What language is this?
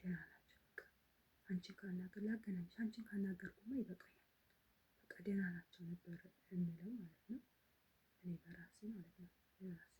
Amharic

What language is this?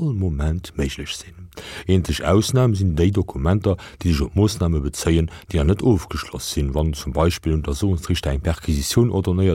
Luxembourgish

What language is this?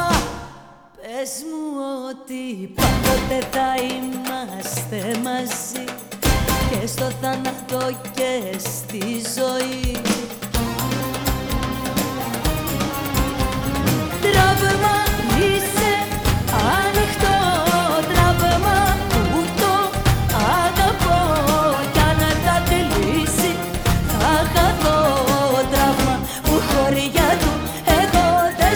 Greek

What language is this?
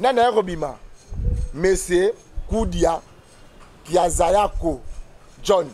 Lingala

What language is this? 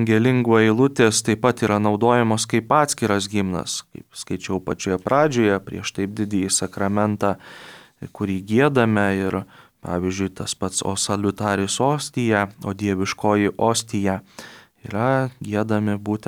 Lithuanian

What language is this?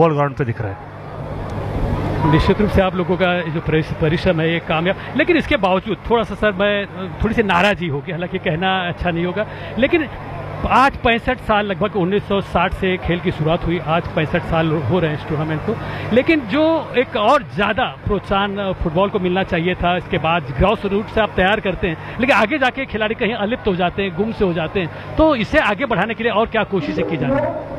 Hindi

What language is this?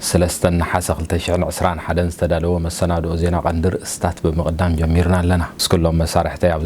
Tigrinya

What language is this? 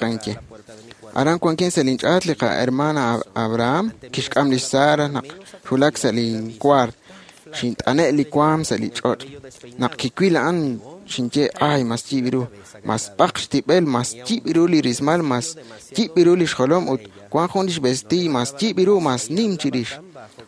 Kekchí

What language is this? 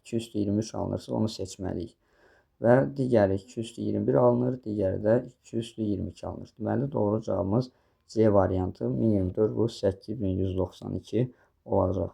Azerbaijani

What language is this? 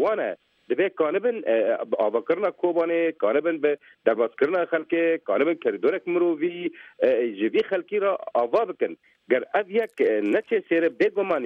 Kurdish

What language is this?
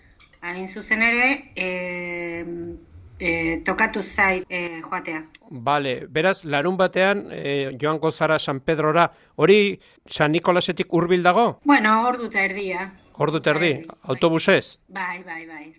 Basque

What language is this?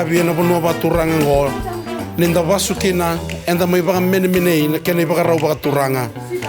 Fijian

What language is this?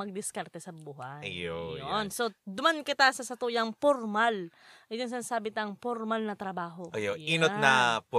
Bikol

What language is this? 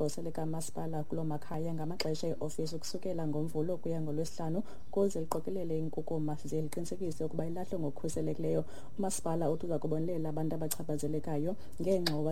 Xhosa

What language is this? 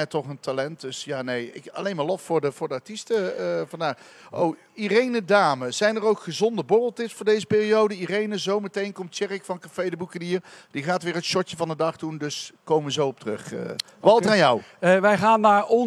Dutch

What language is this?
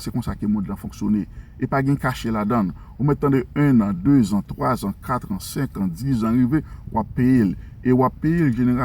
Haitian Creole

